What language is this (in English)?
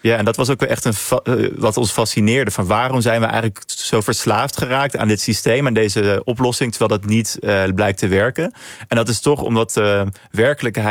Dutch